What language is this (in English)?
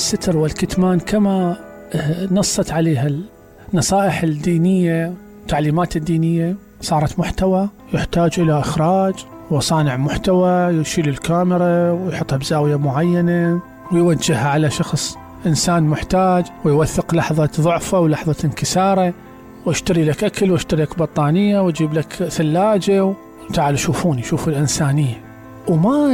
Mesopotamian Arabic